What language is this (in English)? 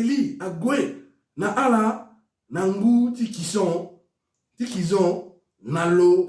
Sango